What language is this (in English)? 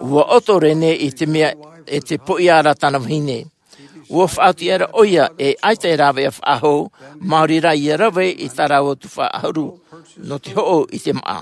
Tahitian